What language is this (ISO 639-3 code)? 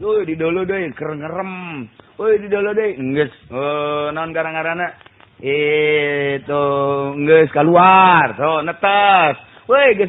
sun